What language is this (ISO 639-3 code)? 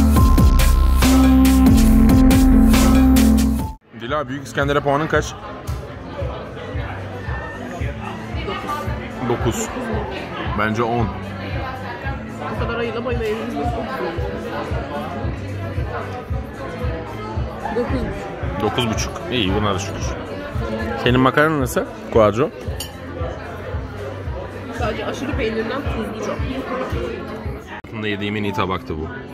tur